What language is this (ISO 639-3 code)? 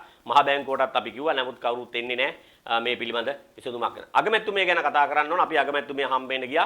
sin